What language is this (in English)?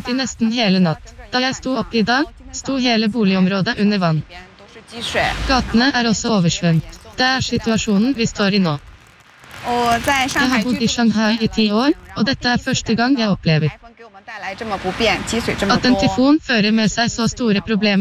Norwegian